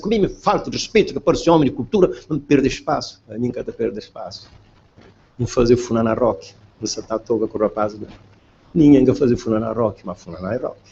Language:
Kabuverdianu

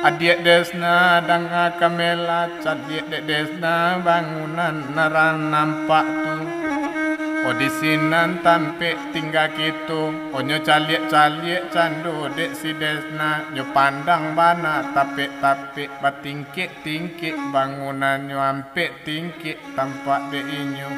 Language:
Minangkabau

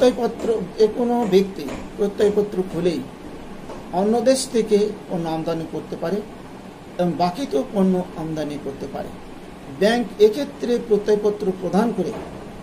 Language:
Bangla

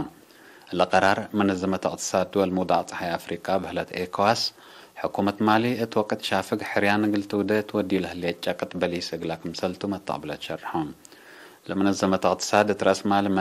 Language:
Tigre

